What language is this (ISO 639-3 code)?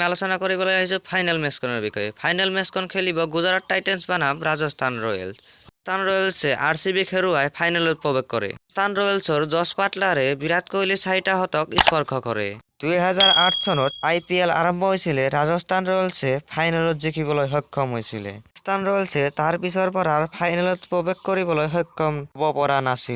asm